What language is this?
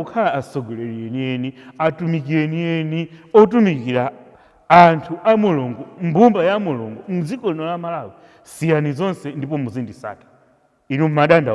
Nyanja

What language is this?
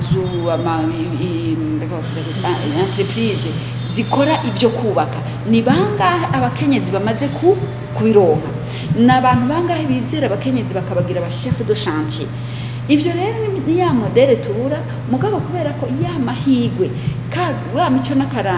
Rundi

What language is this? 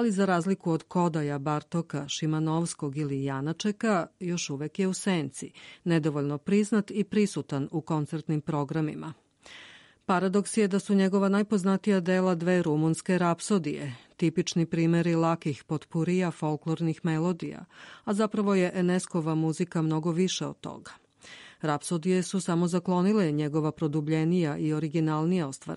Serbian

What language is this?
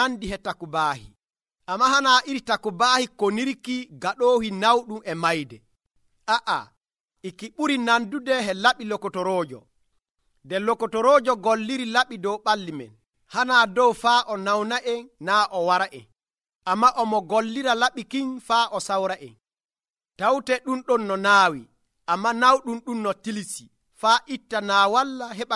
Nigerian Fulfulde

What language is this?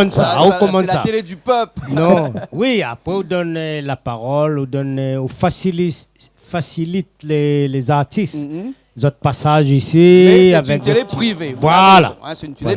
Réunion Creole French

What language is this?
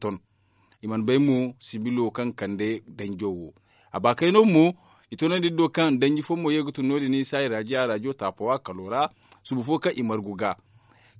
Zarma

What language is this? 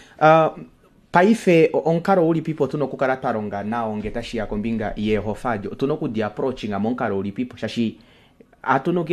Kuanyama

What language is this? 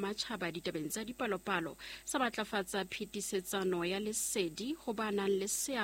Southern Sotho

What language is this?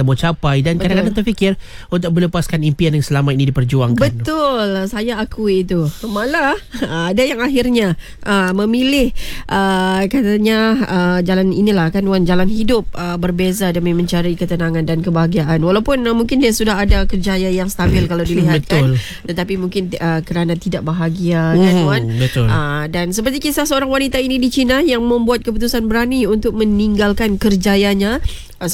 Malay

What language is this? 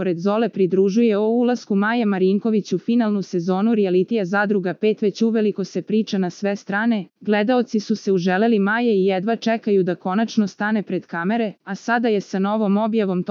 Serbian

